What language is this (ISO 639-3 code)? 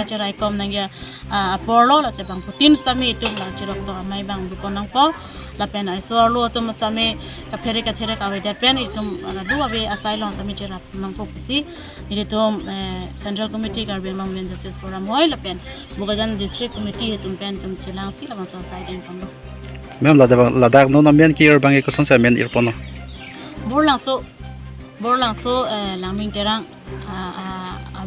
mjw